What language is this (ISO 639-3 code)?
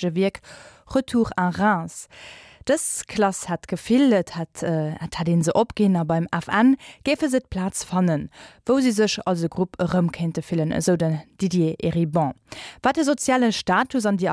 ltz